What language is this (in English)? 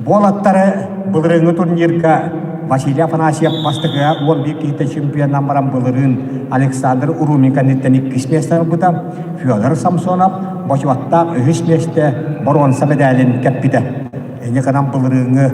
Yakut